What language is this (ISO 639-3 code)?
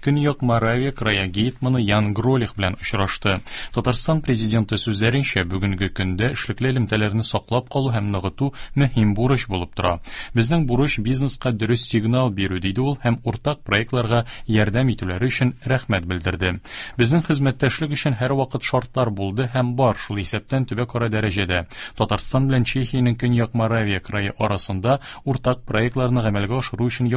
tat